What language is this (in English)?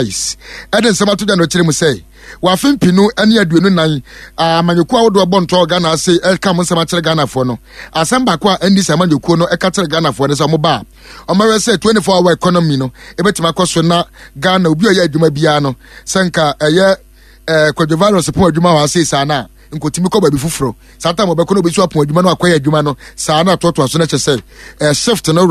Akan